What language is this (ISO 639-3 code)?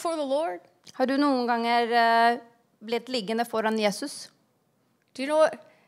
nor